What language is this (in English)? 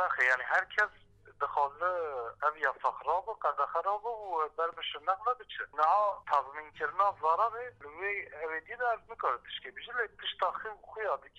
Kurdish